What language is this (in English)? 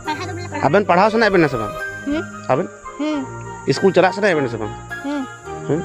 Santali